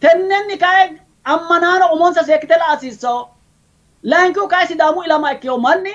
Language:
Sidamo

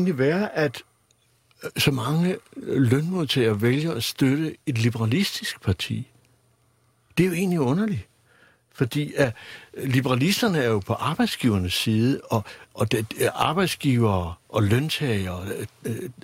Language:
Danish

